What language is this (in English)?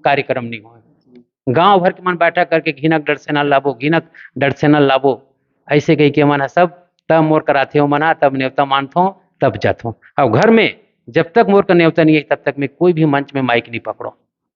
Chhattisgarhi